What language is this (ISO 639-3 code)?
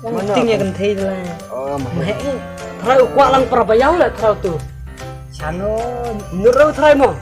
kha